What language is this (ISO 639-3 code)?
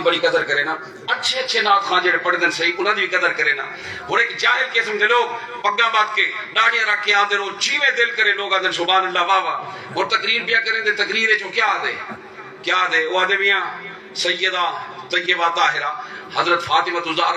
skr